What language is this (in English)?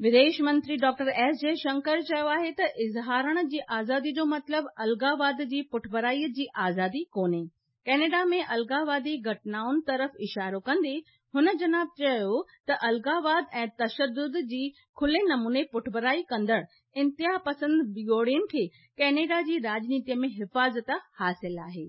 Sindhi